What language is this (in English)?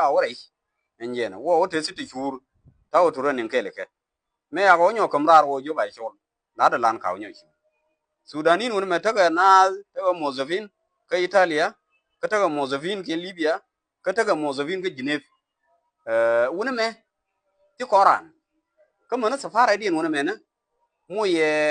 Nuer